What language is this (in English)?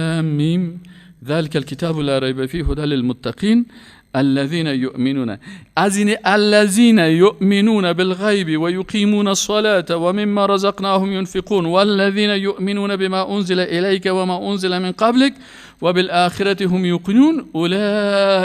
Persian